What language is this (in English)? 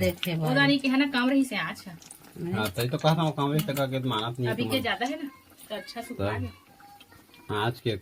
Chhattisgarhi